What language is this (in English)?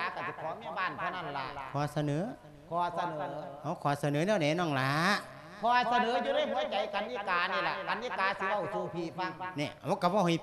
Lao